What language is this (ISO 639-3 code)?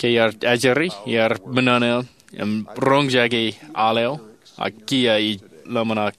mah